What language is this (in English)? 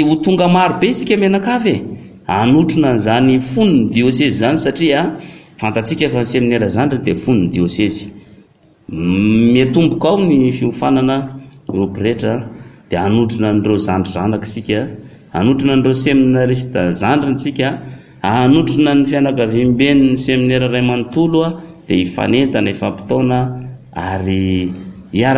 Malagasy